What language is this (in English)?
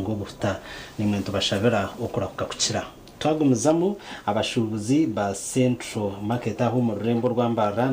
Nyankole